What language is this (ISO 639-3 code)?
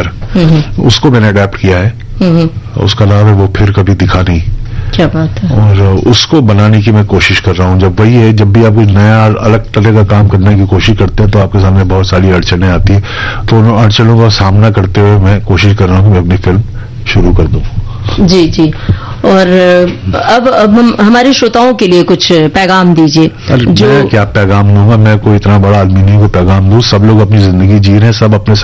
hin